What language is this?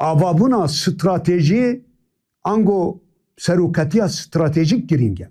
Kurdish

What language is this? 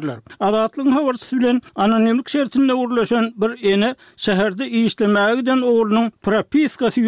Turkmen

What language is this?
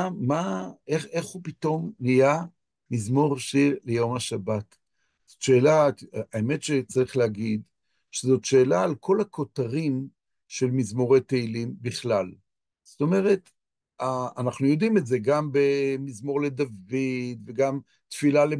Hebrew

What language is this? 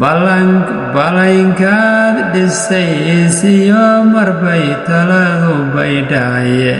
Somali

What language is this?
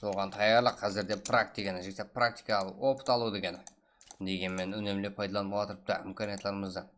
Kara-Kalpak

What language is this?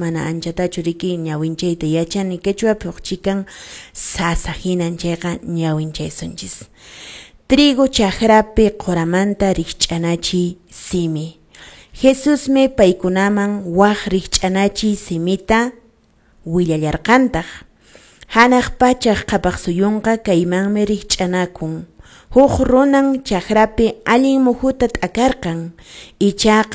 Quechua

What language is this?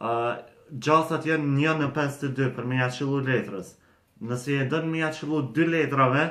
Albanian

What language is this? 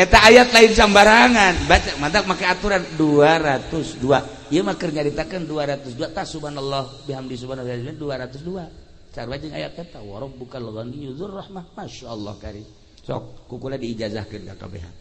Sundanese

